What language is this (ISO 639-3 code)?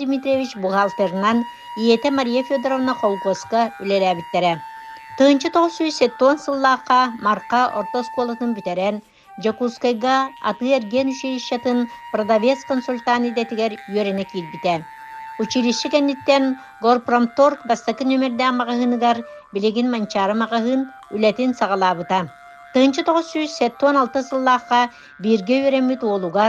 sah